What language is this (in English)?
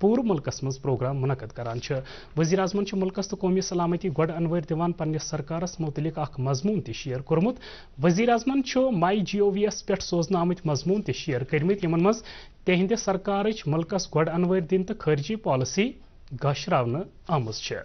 Kashmiri